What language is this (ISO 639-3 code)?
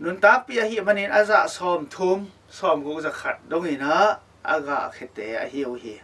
ctd